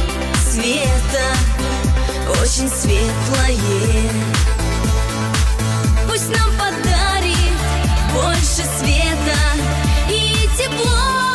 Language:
Russian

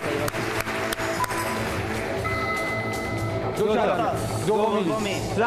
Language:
Persian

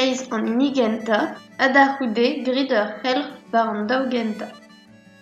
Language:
Breton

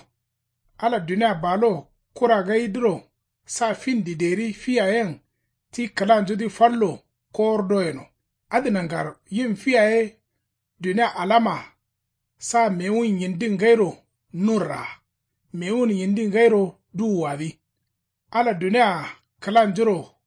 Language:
Kanuri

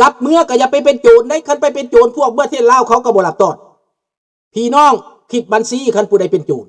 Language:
Lao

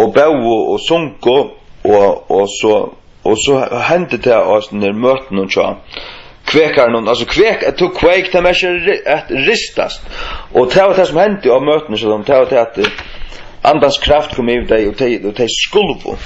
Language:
Faroese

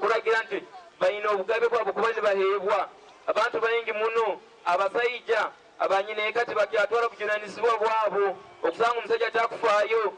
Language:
Nyankole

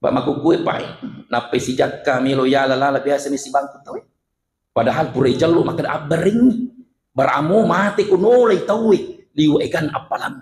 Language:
Buginese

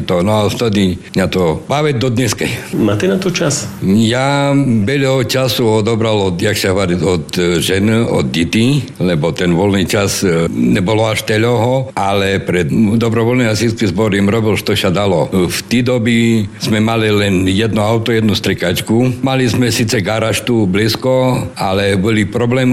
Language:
Slovak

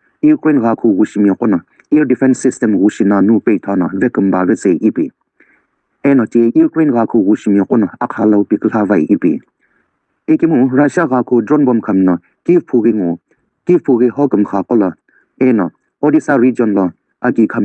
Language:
Sumi Naga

